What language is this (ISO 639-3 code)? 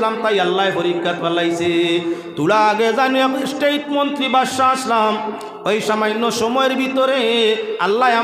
syl